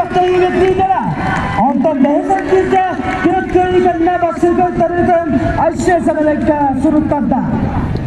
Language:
Yakut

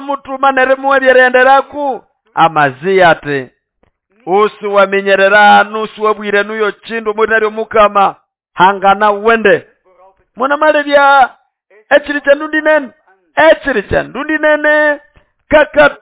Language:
Nande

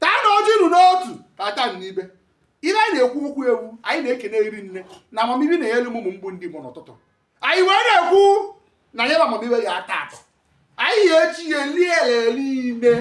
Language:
Igbo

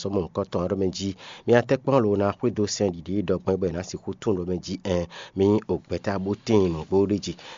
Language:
Fon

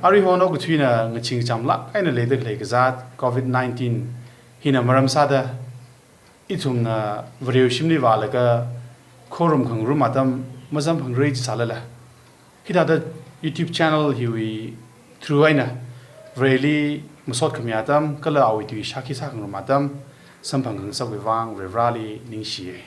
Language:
Tangkhul Naga (India)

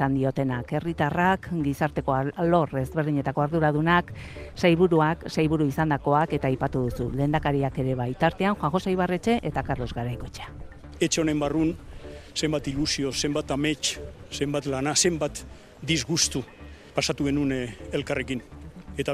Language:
Basque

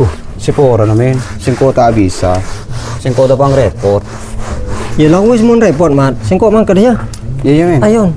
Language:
Madurese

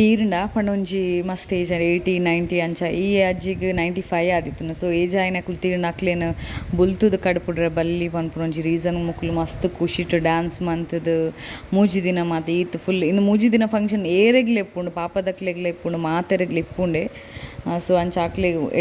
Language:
Tulu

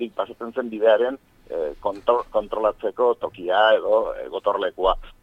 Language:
Basque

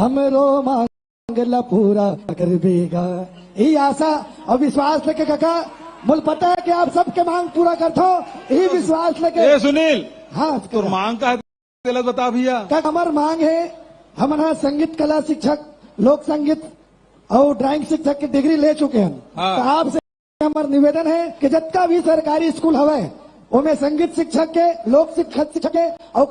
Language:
Chhattisgarhi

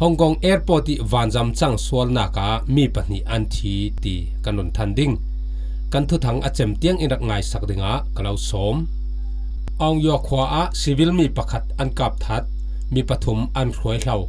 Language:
Falam Chin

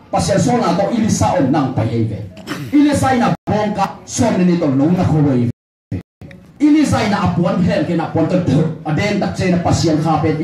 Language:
Tedim Chin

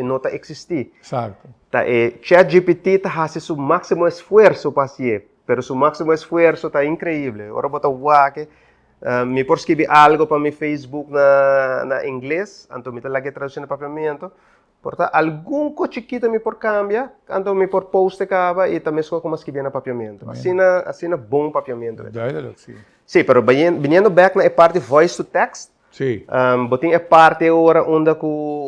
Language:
Papiamento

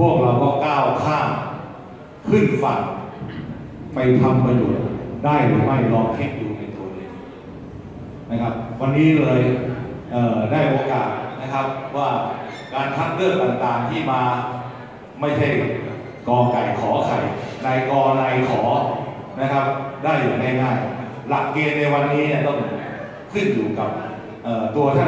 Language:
Thai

